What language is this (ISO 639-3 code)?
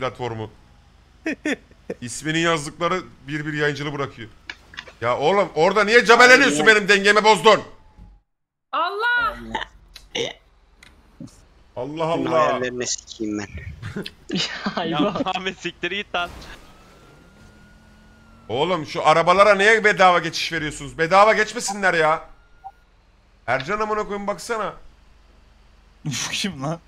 tur